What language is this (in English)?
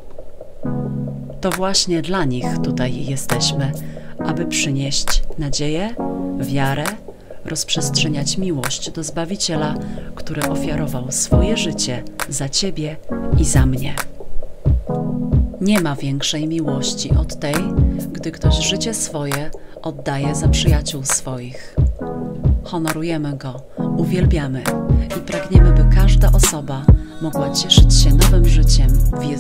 Polish